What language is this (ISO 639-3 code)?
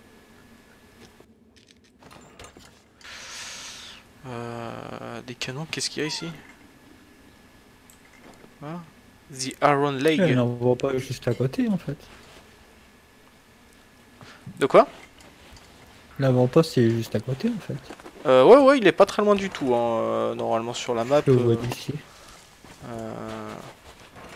fra